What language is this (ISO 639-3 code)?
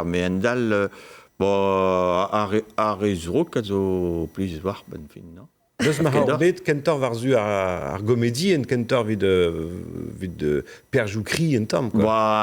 bre